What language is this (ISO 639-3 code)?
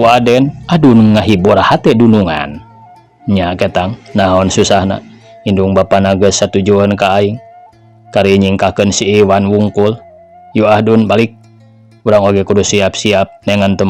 sun